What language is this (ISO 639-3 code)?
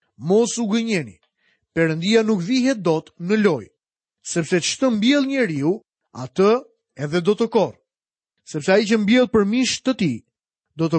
sqi